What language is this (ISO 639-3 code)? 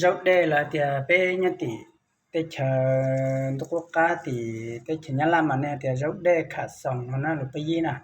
hmn